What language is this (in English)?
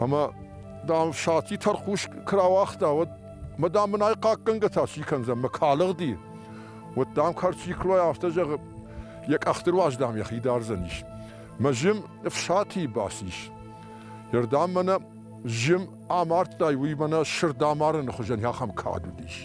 Ossetic